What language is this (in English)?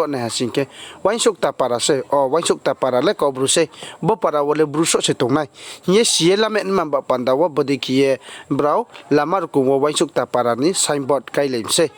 Riang (India)